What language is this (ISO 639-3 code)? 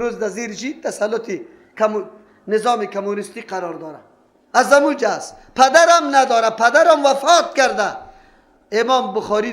fas